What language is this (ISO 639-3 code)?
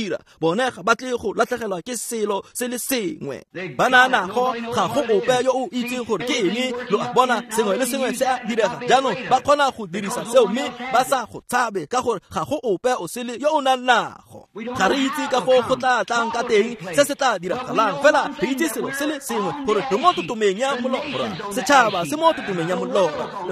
tsn